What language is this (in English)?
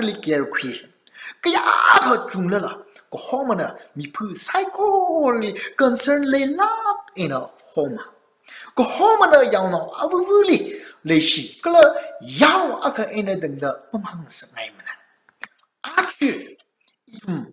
Tangkhul Naga (India)